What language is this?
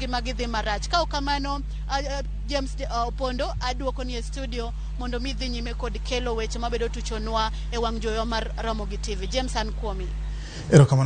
Luo (Kenya and Tanzania)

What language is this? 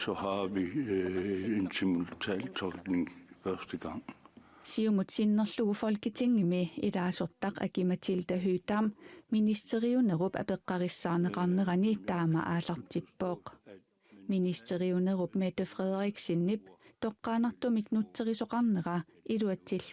Kalaallisut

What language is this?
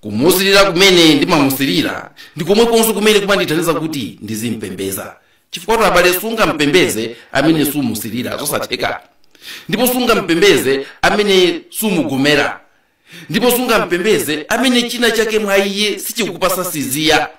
Nyanja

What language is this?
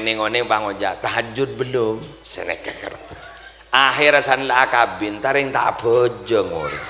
Madurese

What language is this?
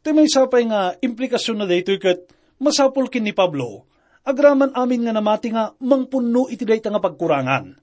Iloko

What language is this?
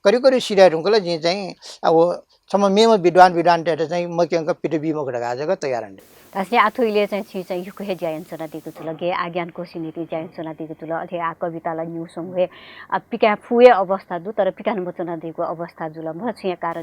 Newari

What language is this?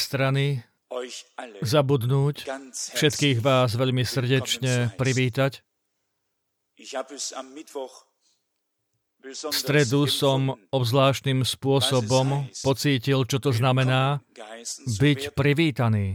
Slovak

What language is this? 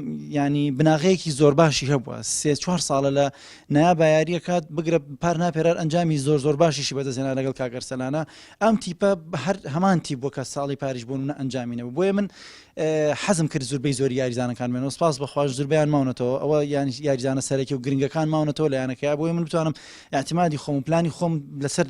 Central Kurdish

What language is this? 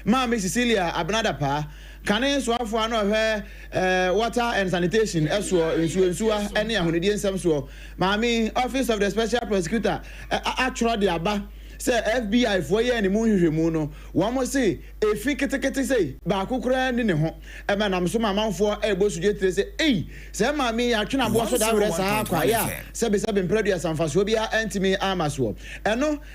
Akan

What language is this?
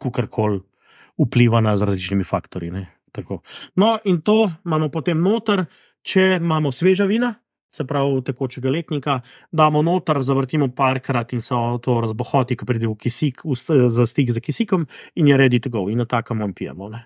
Slovenian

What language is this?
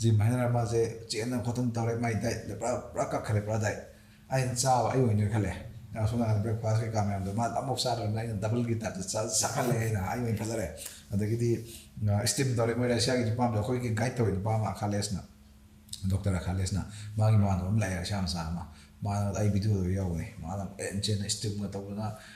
Manipuri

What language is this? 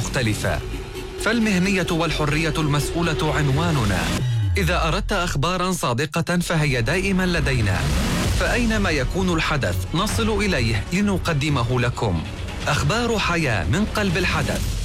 Arabic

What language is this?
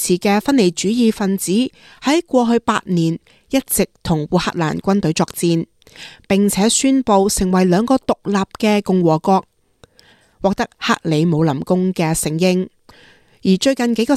Cantonese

